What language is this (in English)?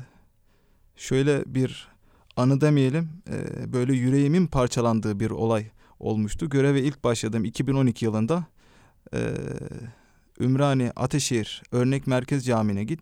Turkish